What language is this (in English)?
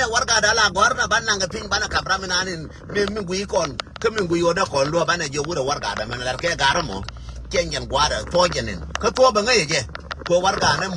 Nuer